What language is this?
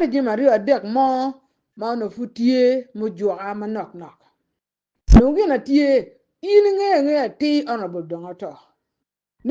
Acoli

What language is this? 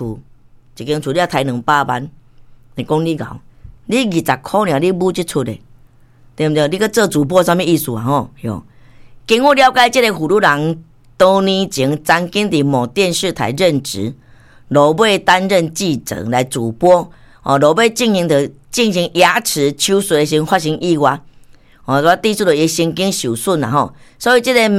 Min Nan Chinese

